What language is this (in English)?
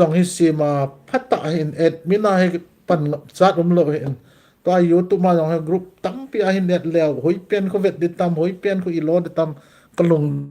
Thado Chin